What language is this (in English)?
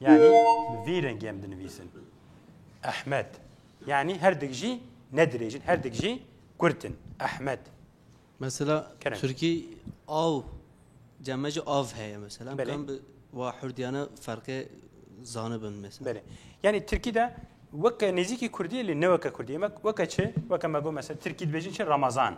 Kurdish